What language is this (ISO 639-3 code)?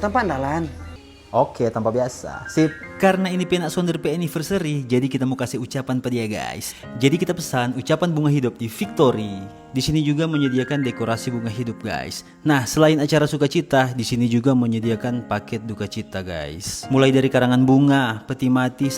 xmm